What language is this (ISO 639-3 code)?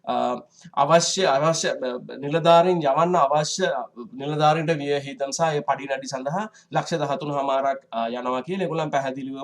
sin